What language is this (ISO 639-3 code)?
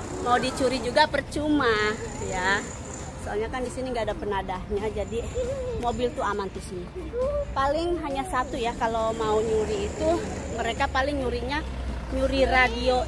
ind